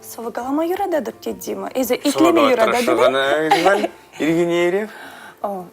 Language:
Chuvash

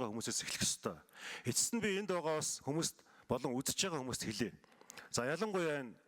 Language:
Mongolian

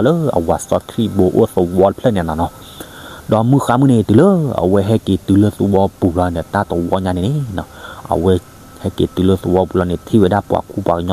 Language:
S'gaw Karen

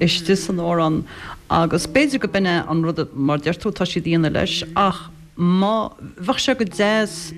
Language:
Irish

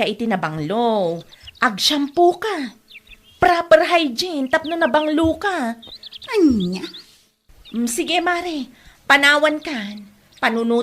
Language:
Iloko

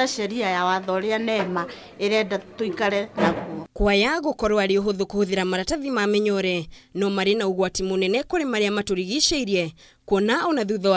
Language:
Kikuyu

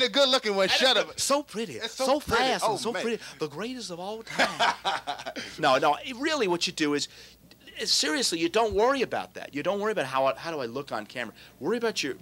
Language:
English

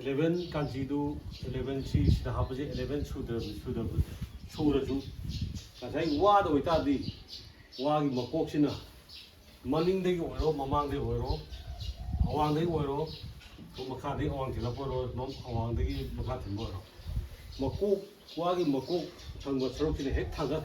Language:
Manipuri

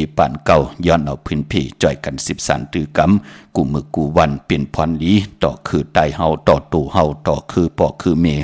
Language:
Shan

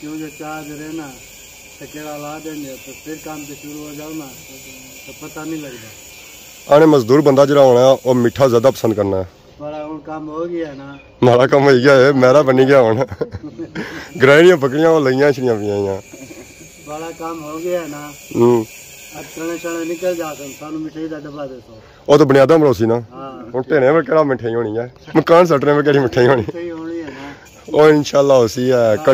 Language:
Pahari-Potwari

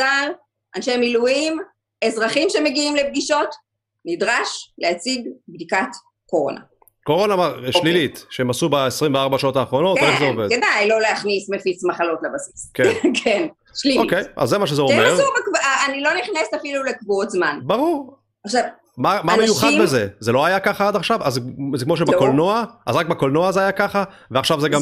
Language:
Hebrew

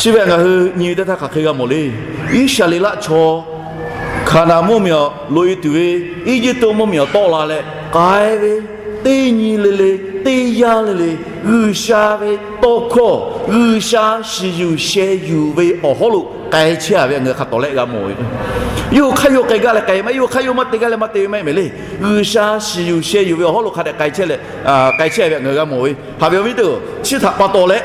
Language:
Lahu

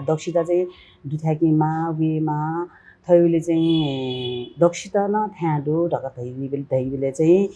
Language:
Newari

